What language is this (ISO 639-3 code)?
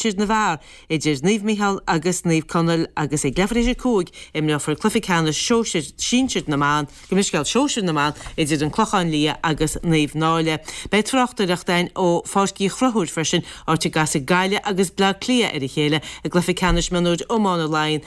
gle